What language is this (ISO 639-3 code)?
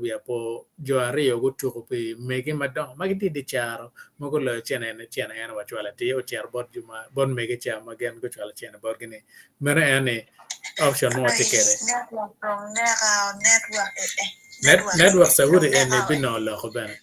ach